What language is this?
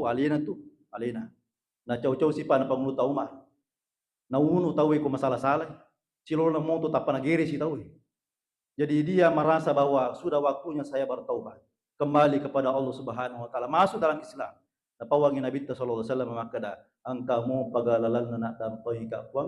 Buginese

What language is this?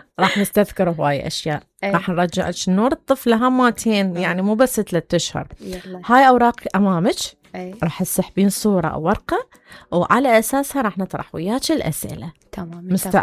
Mesopotamian Arabic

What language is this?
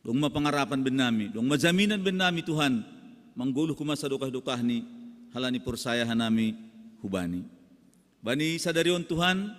Batak Simalungun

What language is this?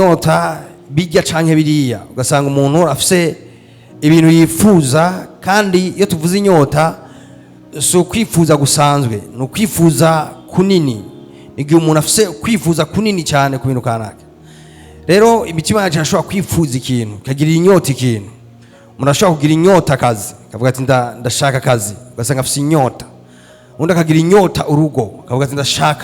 Rundi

